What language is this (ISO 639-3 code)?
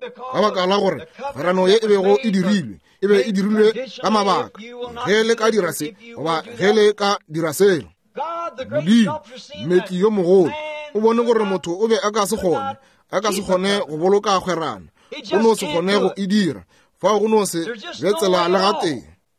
nso